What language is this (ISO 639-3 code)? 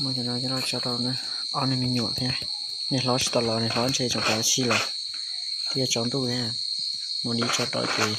hmn